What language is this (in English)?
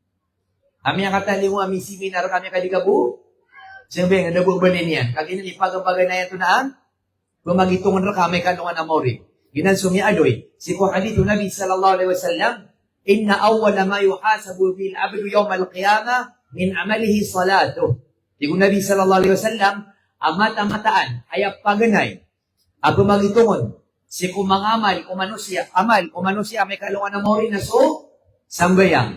Maranao